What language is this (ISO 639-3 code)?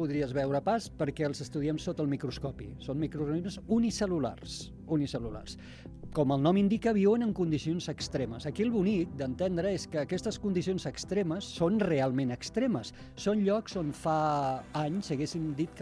cat